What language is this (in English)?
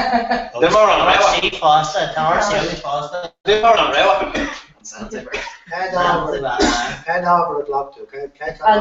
Irish